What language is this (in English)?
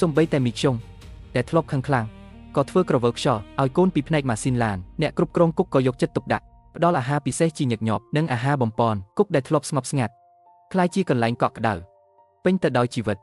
Khmer